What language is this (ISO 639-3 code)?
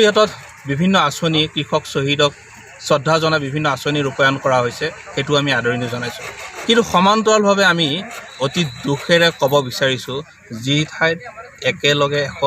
asm